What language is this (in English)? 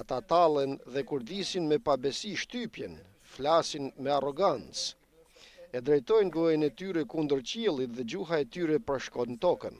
Albanian